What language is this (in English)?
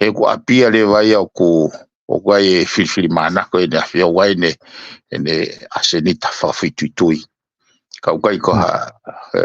Tongan